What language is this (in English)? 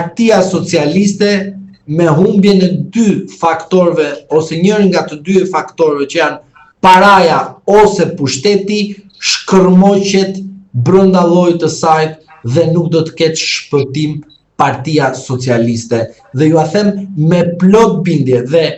Albanian